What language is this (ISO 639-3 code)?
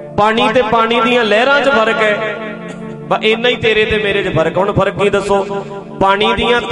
pan